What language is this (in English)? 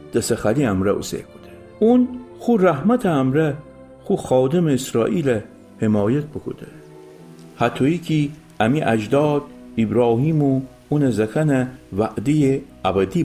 Gilaki